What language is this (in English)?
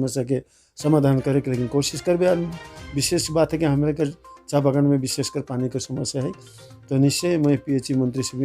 Sadri